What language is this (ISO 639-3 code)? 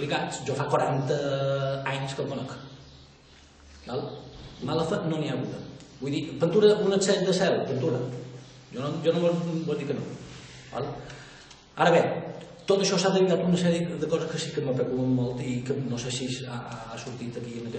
cat